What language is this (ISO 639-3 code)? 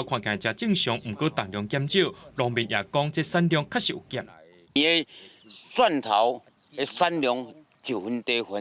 nan